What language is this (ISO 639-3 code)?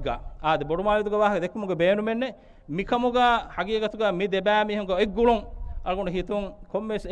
div